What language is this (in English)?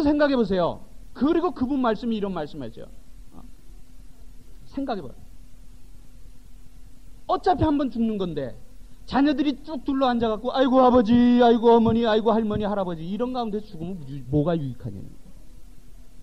Korean